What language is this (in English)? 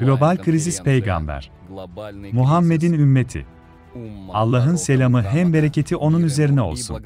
Gagauz